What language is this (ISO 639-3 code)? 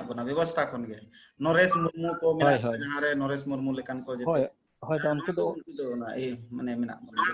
sat